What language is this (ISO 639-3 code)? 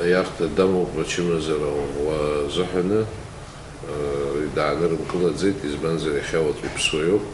abk